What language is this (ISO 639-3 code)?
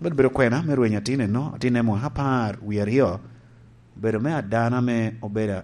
laj